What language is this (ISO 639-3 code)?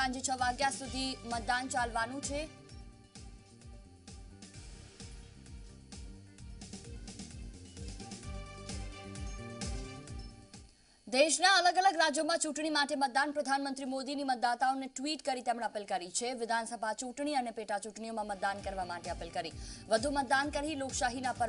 guj